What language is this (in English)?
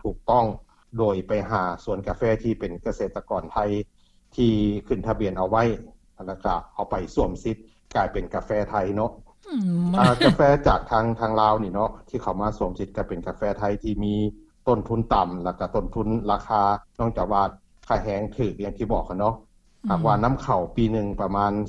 Lao